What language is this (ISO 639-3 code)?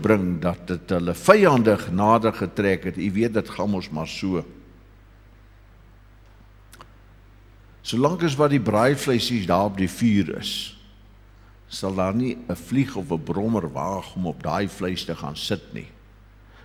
afr